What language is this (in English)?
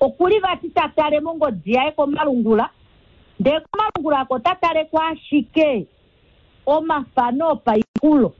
Kuanyama